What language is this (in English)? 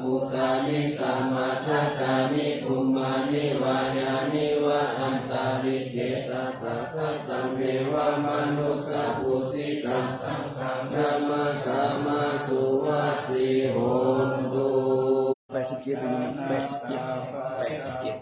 Pali